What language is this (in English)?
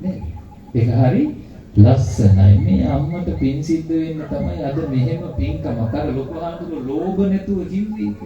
Sinhala